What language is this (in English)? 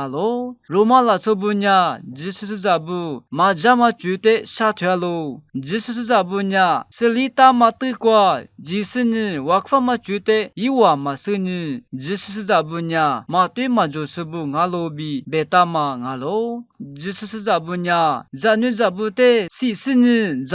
Lisu